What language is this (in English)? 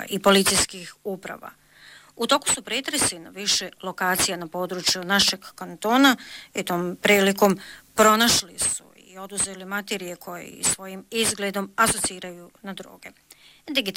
Bosnian